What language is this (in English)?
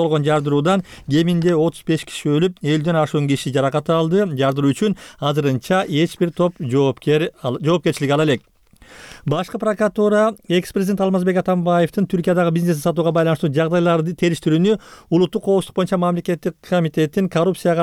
Kyrgyz